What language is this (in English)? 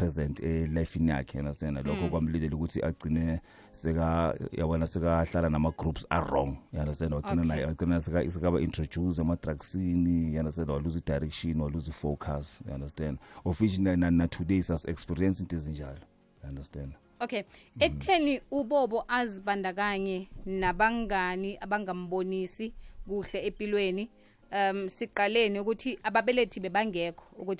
South Ndebele